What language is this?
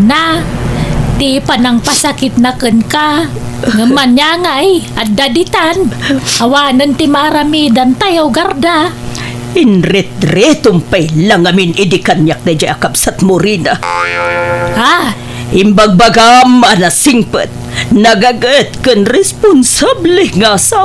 Iloko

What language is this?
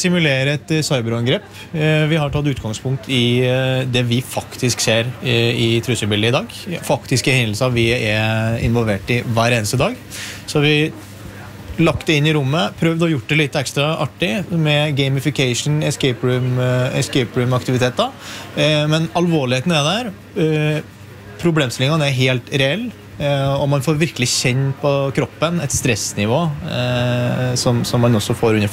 Norwegian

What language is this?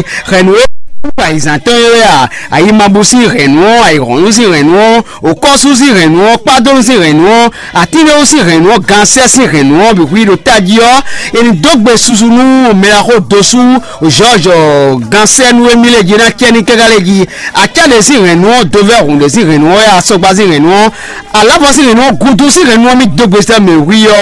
Fon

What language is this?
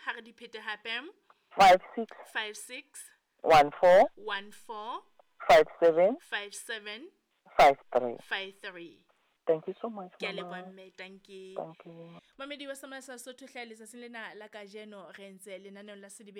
Southern Sotho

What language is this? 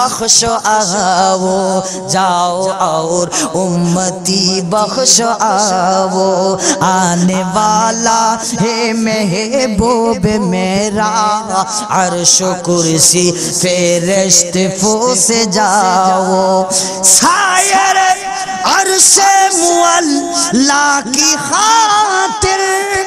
Bangla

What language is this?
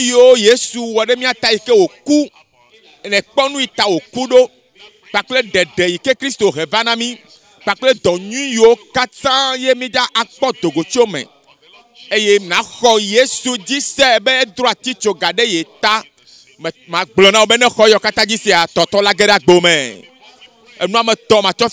Ewe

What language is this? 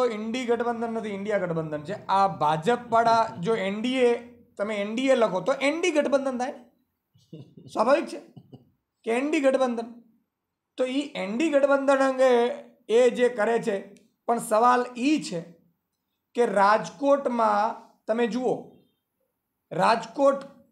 Gujarati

